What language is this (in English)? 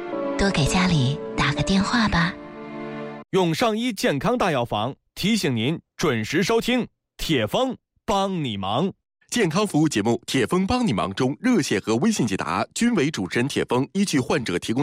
Chinese